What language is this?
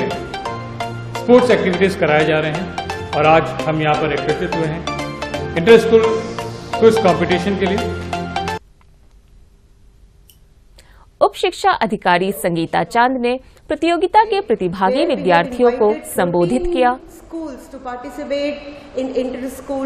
Hindi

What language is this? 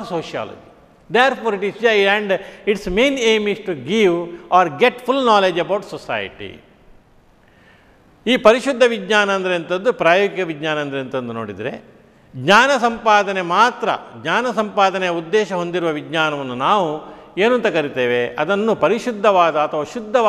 Kannada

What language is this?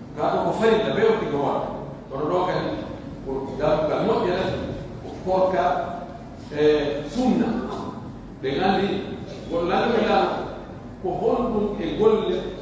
Pular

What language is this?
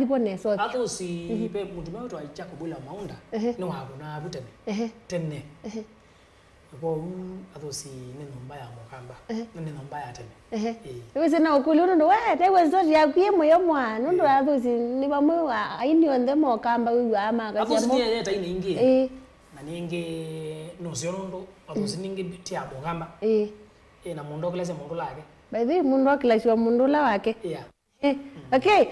Kamba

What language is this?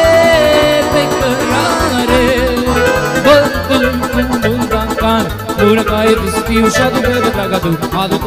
Romanian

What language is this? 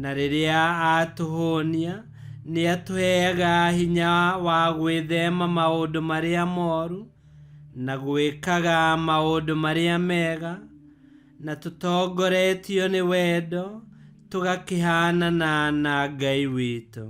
Kikuyu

